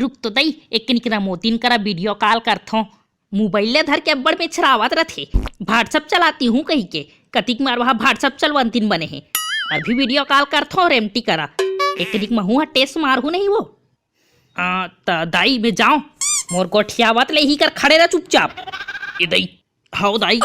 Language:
Chhattisgarhi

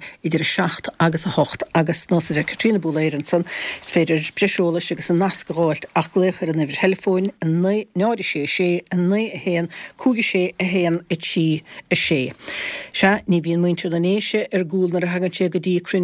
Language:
Irish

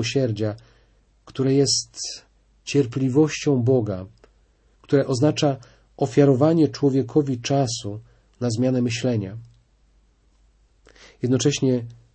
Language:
Polish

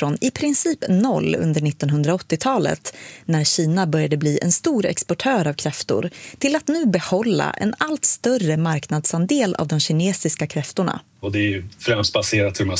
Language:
Swedish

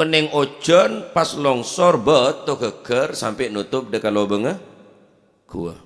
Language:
Madurese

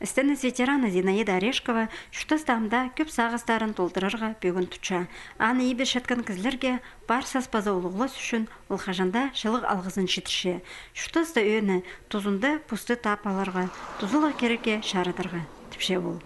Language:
Khakas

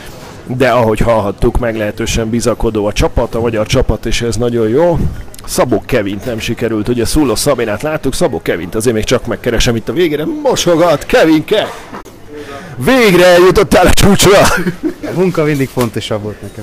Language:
Hungarian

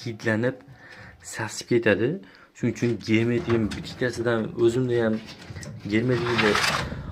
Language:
Uzbek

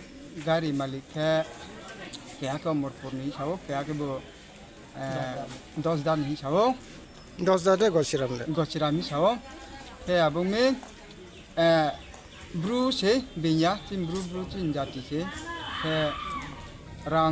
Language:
Riang (India)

